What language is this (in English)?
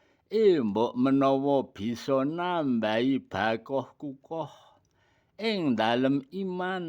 Javanese